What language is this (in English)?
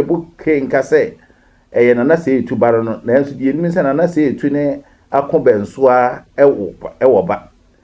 Akan